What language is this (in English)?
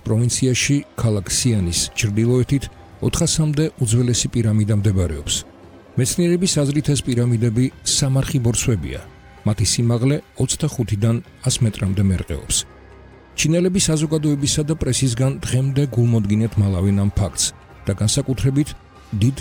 Georgian